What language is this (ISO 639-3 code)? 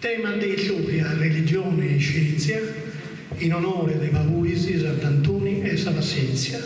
srd